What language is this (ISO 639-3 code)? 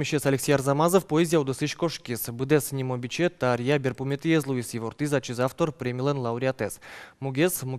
udm